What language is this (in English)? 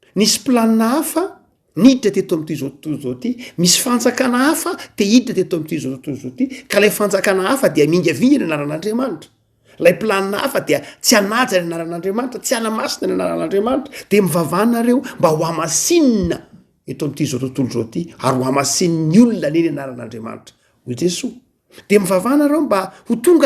Malagasy